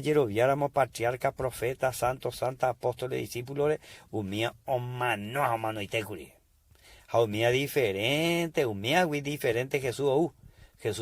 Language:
Guarani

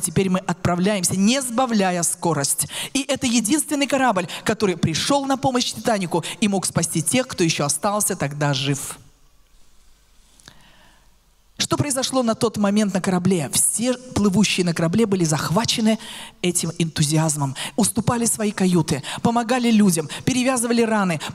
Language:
Russian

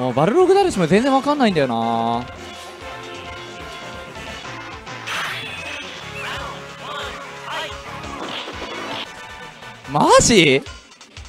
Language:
Japanese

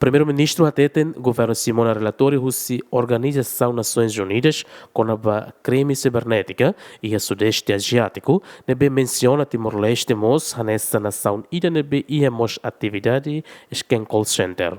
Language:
Tetum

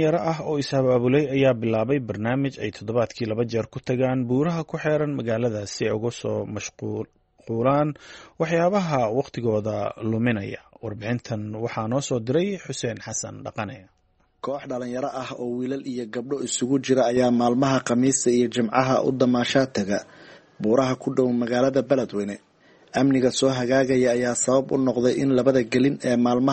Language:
Somali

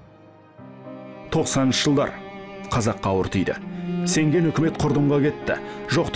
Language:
Kazakh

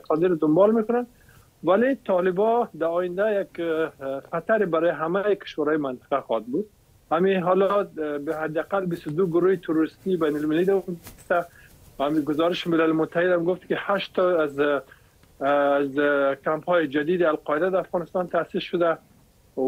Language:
Persian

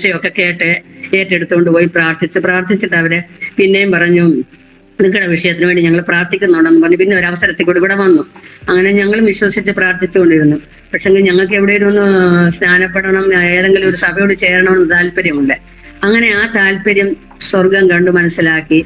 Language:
Malayalam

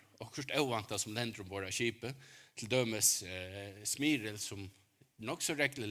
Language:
Faroese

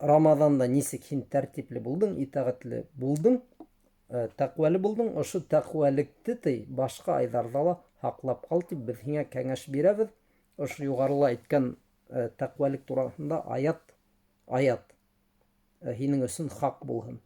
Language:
Bashkir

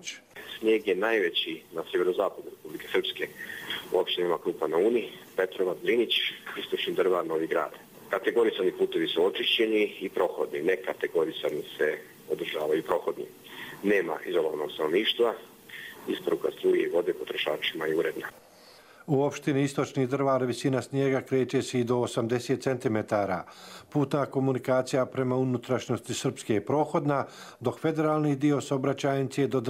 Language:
Bosnian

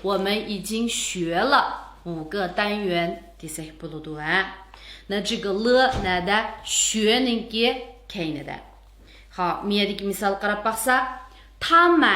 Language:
Uyghur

